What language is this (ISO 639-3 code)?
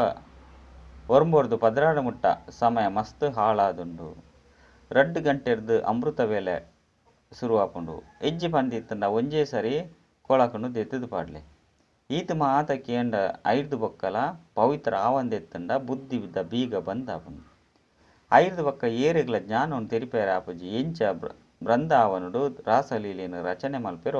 tcy